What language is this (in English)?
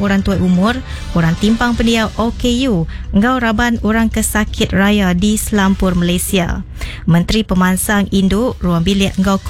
Iban